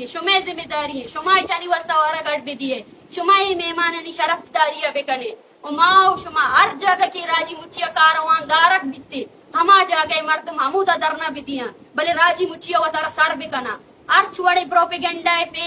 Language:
Eastern Balochi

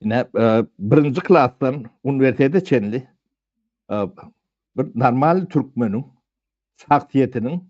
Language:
Turkmen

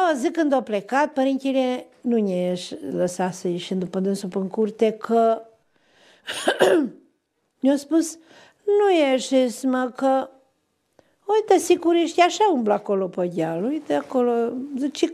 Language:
Romanian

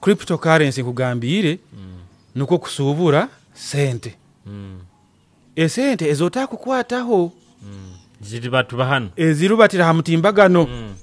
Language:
Nyoro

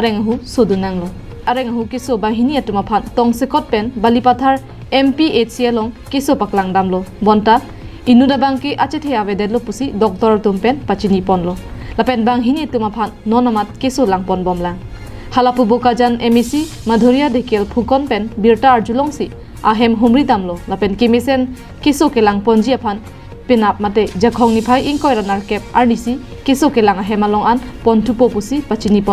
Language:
Karbi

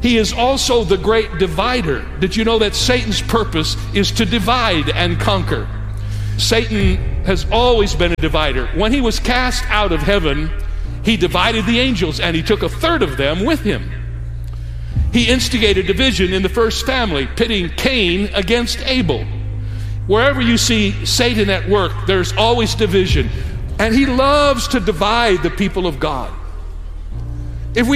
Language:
English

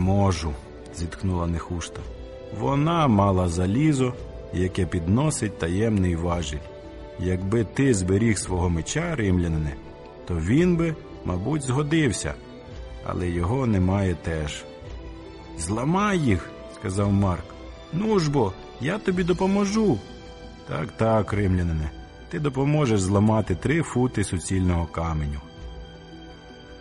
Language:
Ukrainian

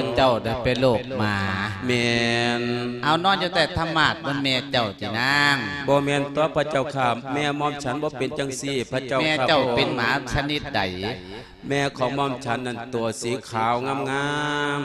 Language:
Lao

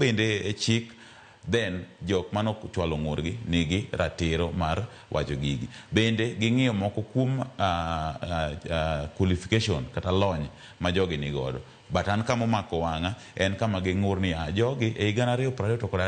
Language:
Luo (Kenya and Tanzania)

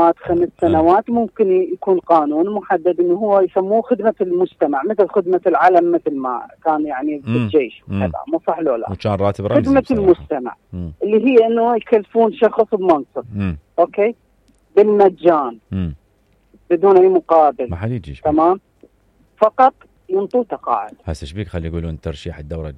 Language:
Mesopotamian Arabic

